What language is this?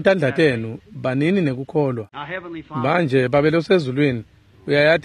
Swati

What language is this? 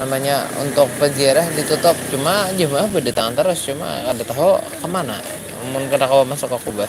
Banjar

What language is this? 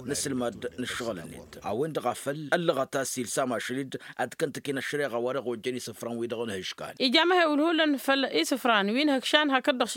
Tamasheq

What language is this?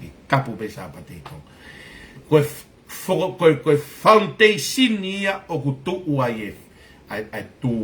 Tongan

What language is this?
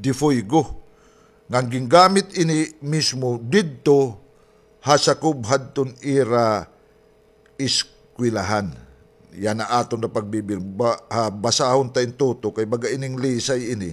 Waray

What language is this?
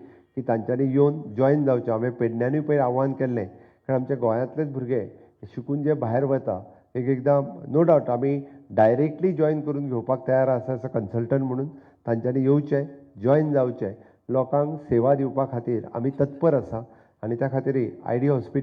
Konkani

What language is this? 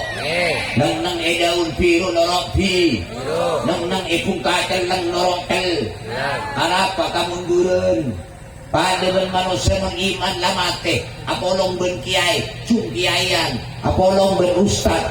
Madurese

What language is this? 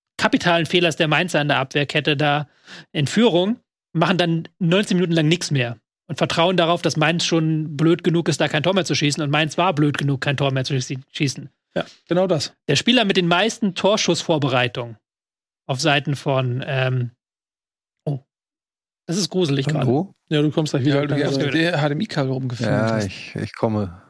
German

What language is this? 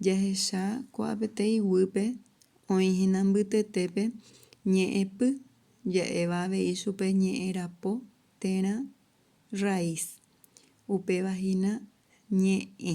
Guarani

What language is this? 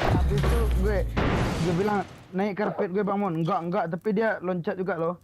Minangkabau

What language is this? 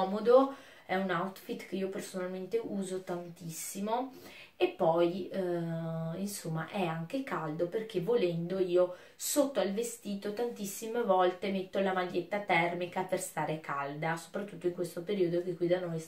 Italian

